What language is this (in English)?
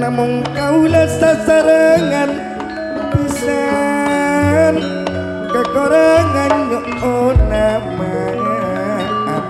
Madurese